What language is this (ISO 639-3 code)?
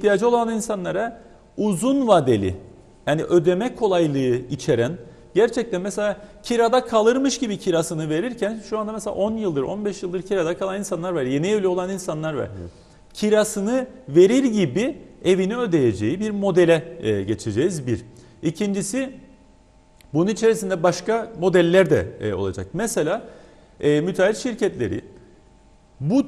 tur